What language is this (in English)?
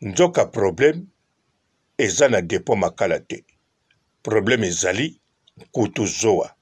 Lingala